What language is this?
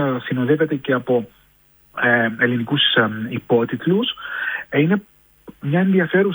Greek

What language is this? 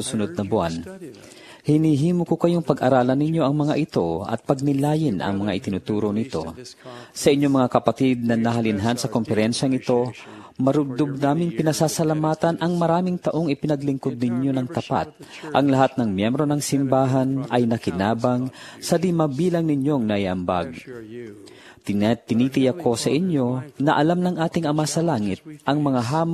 Filipino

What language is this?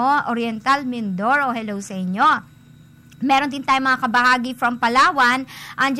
Filipino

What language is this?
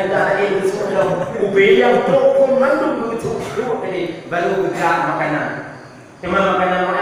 Achinese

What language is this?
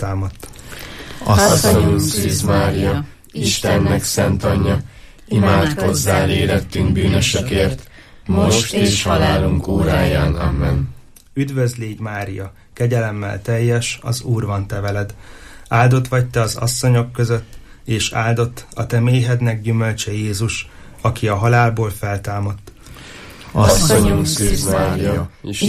Hungarian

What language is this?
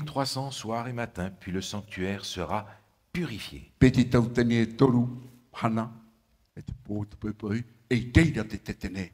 Tahitian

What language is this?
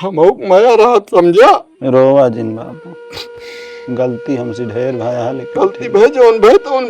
Awadhi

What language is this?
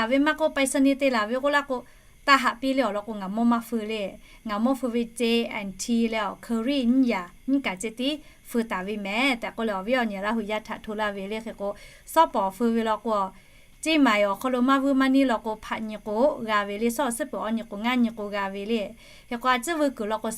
Lahu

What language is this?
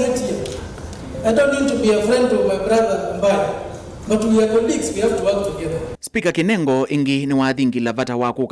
Kamba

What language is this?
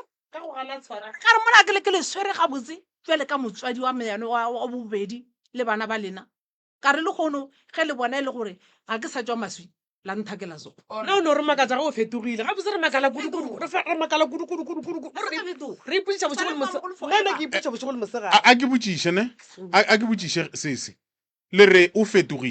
Northern Sotho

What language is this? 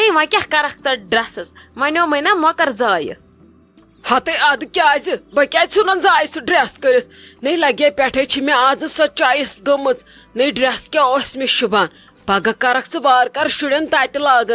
Kashmiri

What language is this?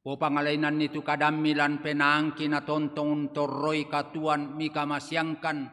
Toraja-Sa'dan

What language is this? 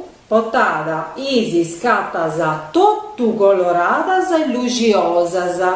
Sardinian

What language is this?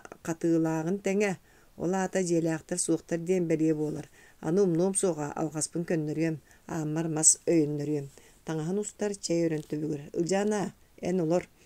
Yakut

